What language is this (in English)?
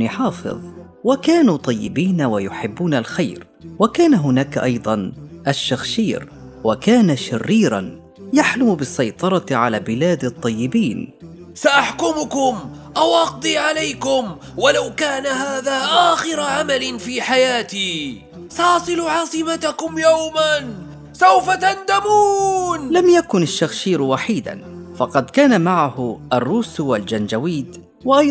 Arabic